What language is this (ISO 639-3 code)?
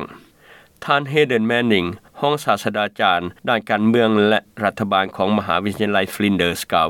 lao